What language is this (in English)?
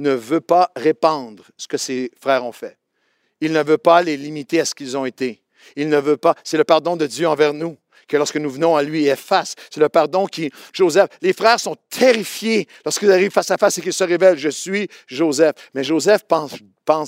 French